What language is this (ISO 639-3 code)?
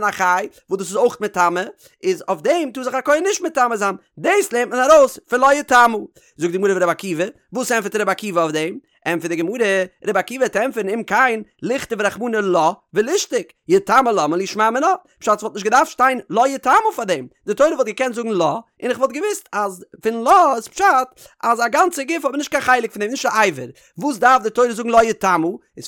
yid